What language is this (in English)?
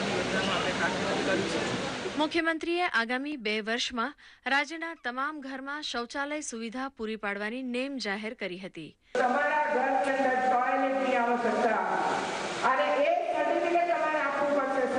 Gujarati